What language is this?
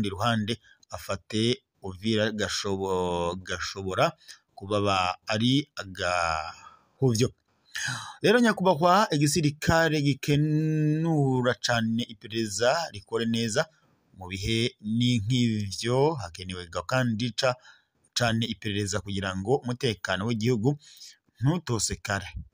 Rundi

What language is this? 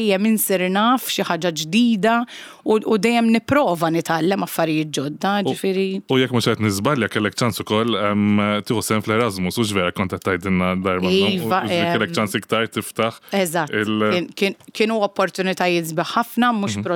Maltese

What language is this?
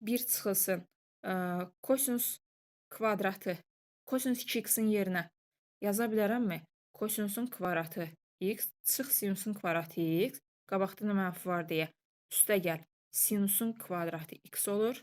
Azerbaijani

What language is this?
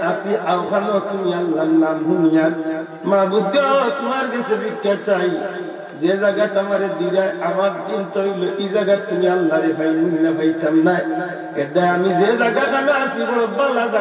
Sylheti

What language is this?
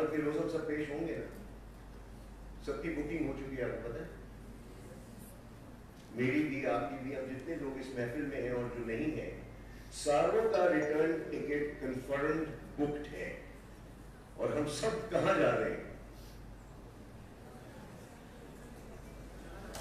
Urdu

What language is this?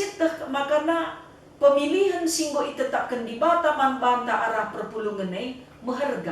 Batak Karo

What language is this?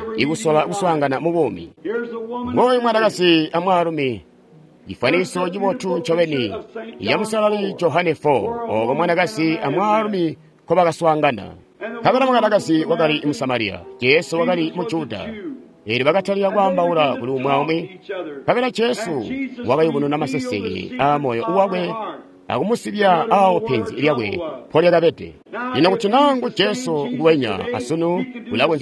Tonga (Zambia)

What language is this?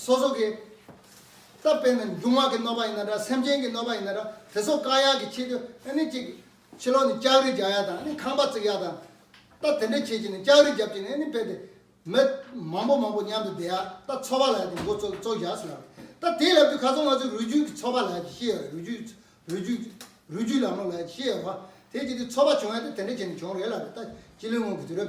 Tibetan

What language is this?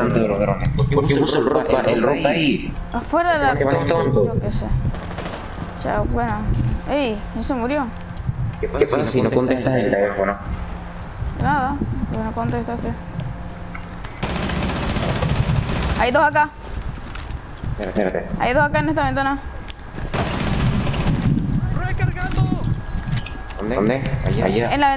Spanish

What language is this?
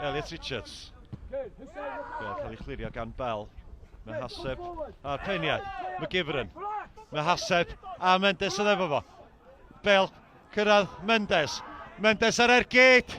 Welsh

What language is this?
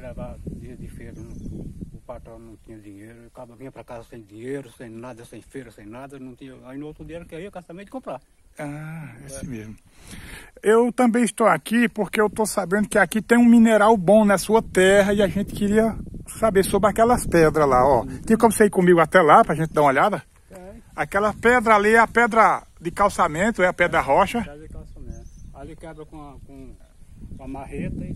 Portuguese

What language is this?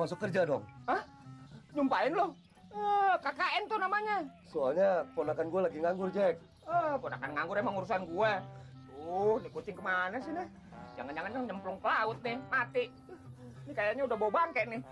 Indonesian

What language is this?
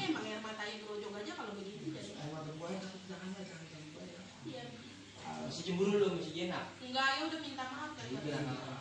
Betawi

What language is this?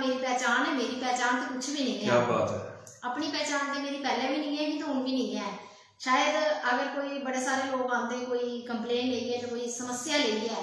Dogri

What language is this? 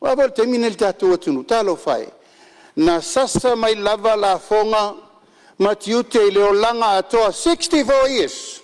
Samoan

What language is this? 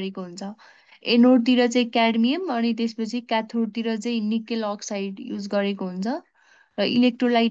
Nepali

